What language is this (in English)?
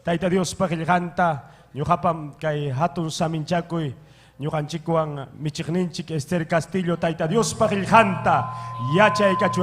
Ayacucho Quechua